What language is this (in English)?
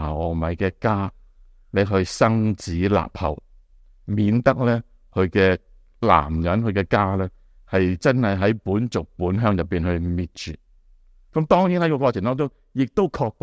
Cantonese